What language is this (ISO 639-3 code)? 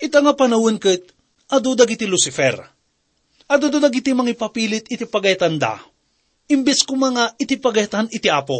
ilo